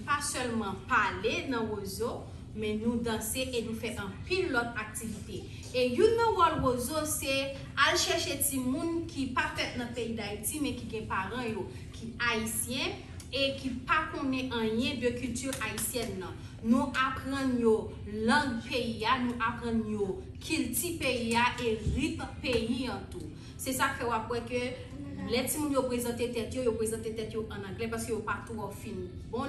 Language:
Haitian Creole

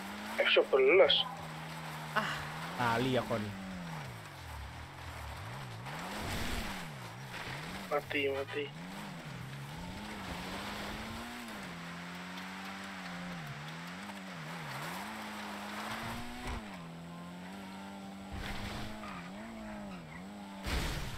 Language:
Indonesian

